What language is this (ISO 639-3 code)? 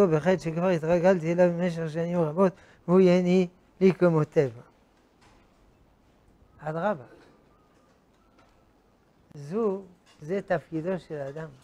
heb